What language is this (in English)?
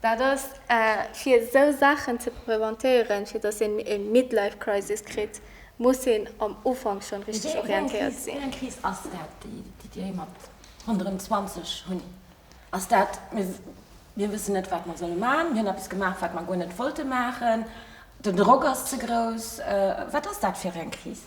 Luxembourgish